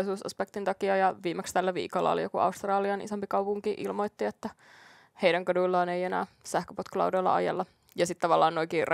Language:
Finnish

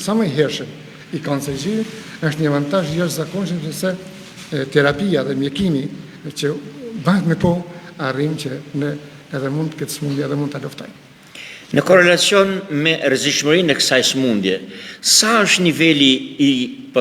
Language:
Albanian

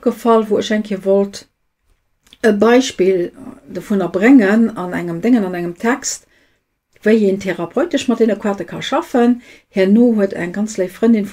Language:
Luxembourgish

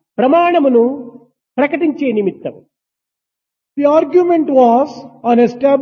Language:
Telugu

